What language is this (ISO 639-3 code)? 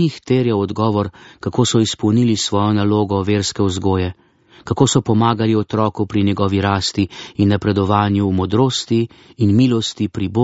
slv